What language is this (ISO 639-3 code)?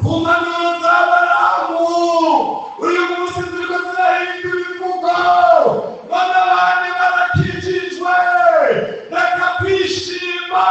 run